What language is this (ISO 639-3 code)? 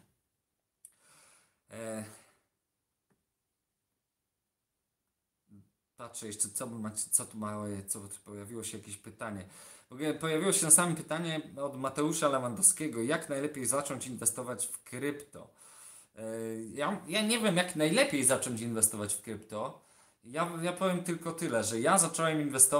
pol